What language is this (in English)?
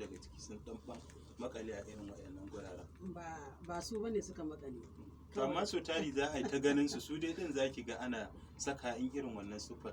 Hausa